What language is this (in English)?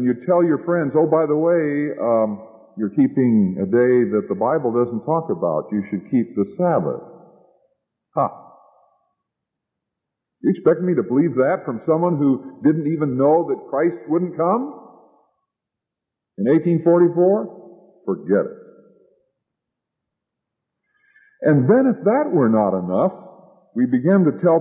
English